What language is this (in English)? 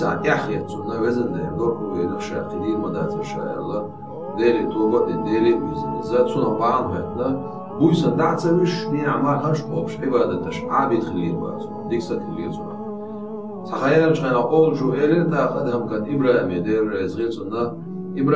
Chechen